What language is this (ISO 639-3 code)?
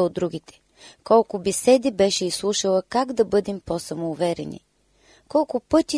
bul